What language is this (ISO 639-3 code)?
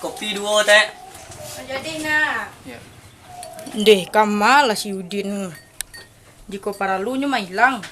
min